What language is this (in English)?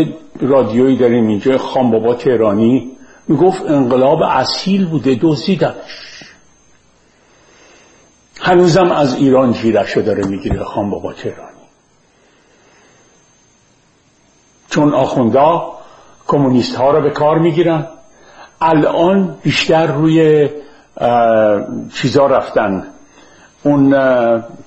Persian